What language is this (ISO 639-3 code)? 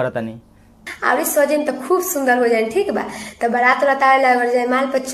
bho